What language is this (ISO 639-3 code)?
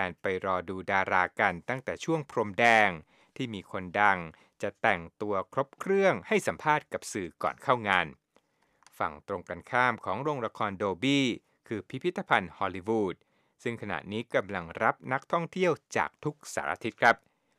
tha